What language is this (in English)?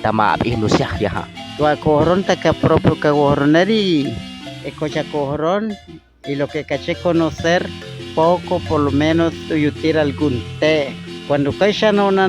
Chortí